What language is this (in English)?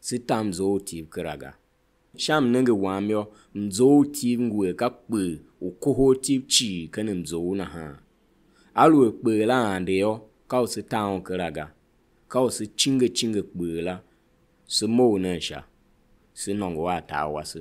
Tiv